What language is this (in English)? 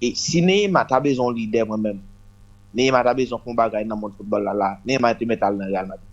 Haitian Creole